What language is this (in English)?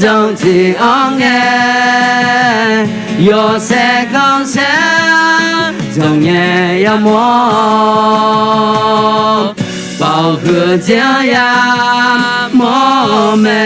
Akha